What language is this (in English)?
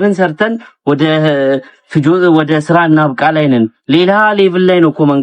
Amharic